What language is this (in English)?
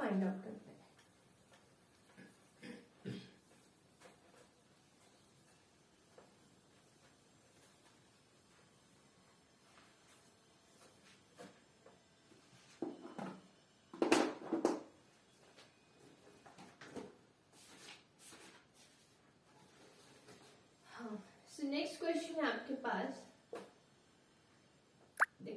Hindi